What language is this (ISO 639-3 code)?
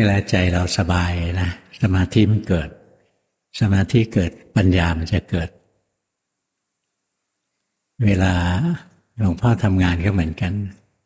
tha